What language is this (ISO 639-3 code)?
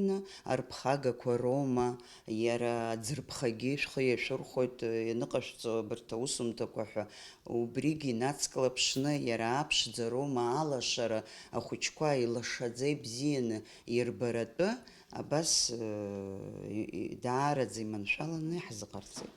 abk